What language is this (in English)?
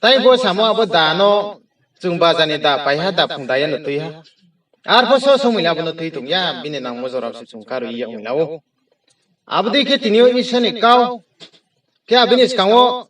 Riang (India)